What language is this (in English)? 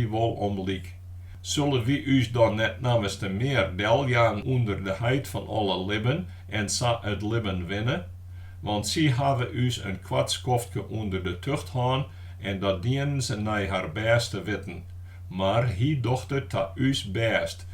Western Frisian